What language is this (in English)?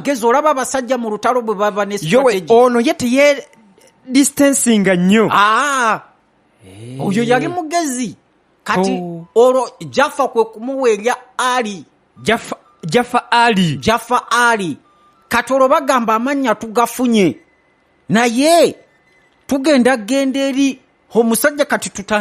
Ganda